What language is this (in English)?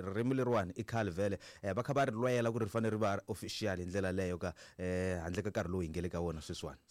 Tsonga